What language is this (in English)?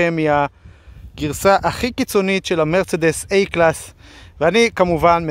Hebrew